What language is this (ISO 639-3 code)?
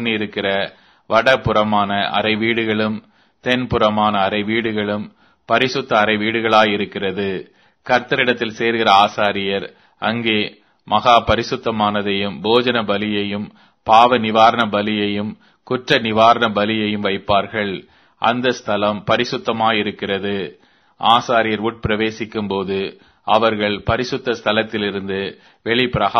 tam